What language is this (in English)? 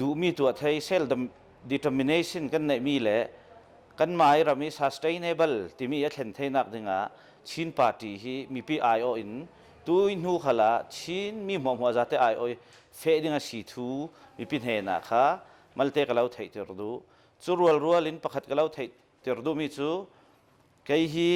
Hakha Chin